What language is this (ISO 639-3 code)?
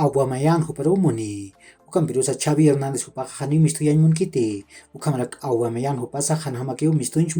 aym